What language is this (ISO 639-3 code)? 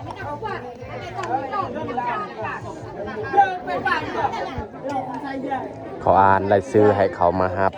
lao